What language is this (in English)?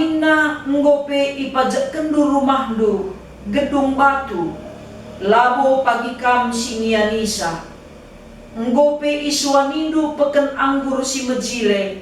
Batak Karo